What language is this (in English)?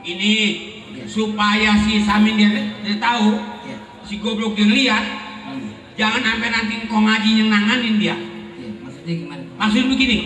Betawi